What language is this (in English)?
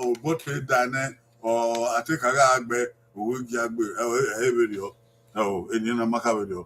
Bini